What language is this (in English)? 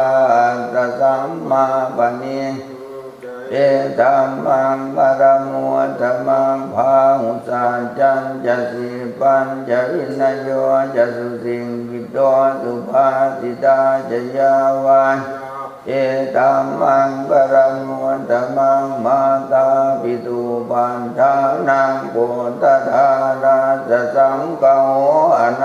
Pali